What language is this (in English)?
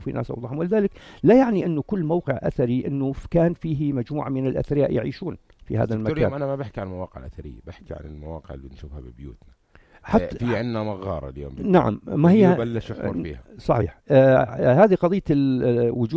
North Levantine Arabic